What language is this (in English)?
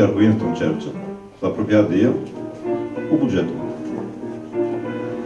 Romanian